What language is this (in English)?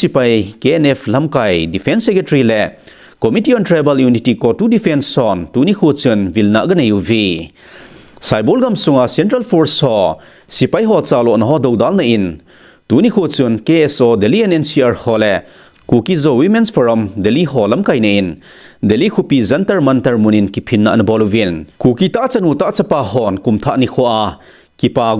Thado Chin